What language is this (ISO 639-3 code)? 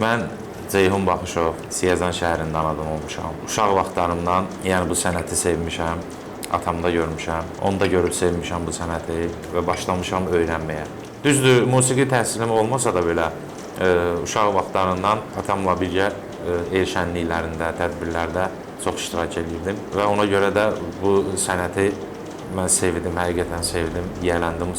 aze